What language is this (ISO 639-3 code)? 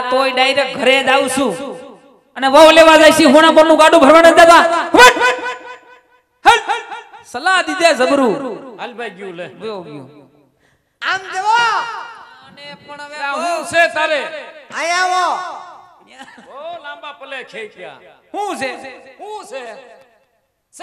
guj